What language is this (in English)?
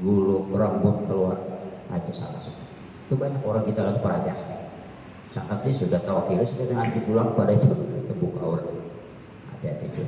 Banjar